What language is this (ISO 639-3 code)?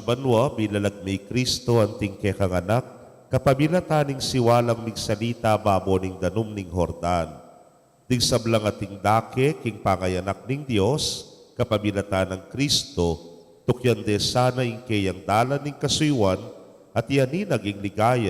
pam